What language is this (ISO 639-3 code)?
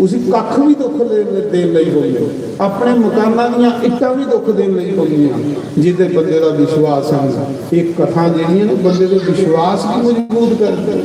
doi